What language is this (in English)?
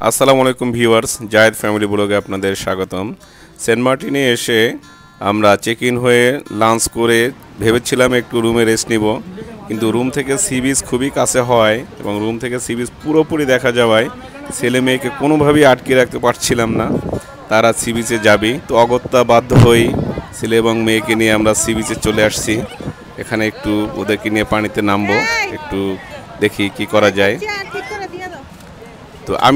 Bangla